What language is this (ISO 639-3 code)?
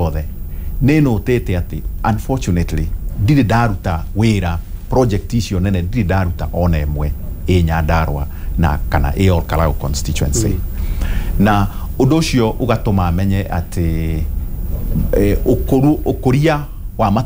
kik